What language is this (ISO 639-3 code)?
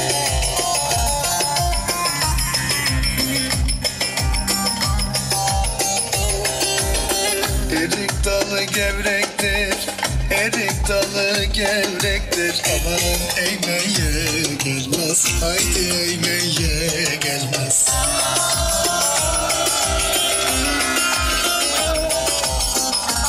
tur